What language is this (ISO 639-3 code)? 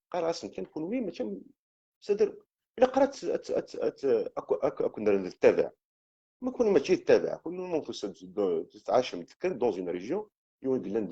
kab